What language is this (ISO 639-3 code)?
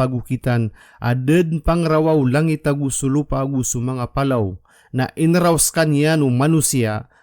mrw